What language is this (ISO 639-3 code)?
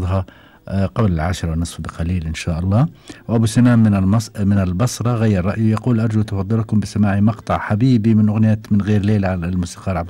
afb